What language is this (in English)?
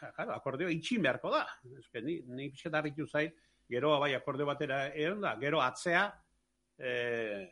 Basque